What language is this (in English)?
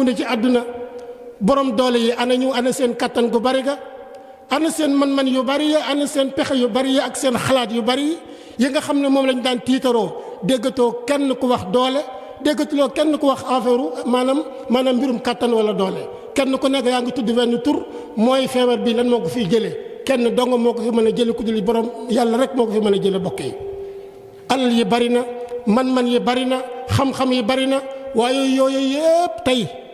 Wolof